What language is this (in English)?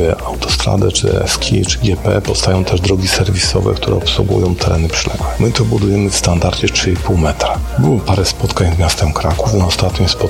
Polish